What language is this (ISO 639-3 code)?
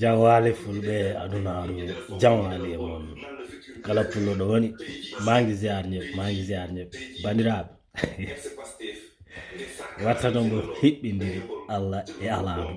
ful